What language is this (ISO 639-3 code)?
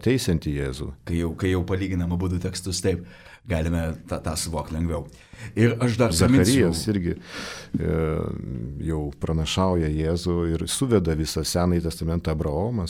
lit